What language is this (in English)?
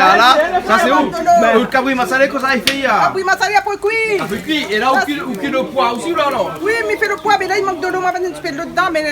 Réunion Creole French